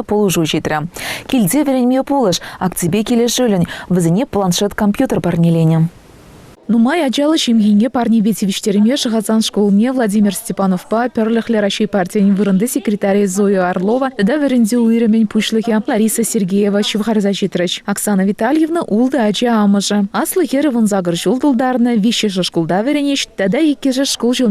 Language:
Chuvash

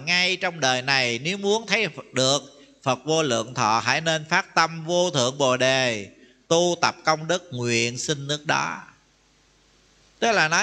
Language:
Vietnamese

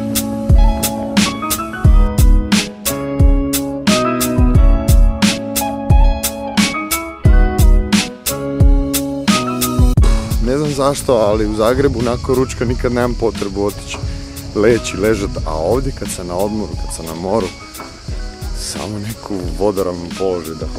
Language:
Croatian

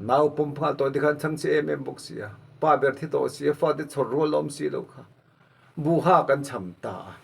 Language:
Mizo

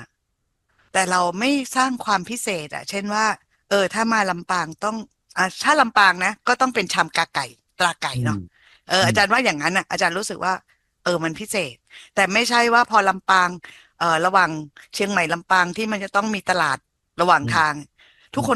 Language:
Thai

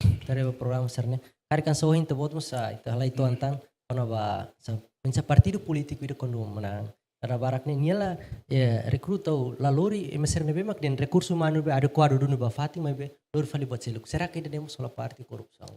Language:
Tetum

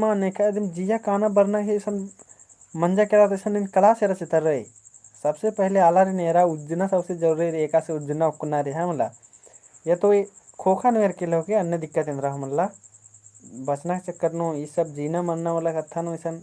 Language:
Kurukh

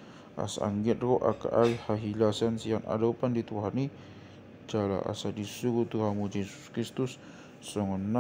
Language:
Batak Toba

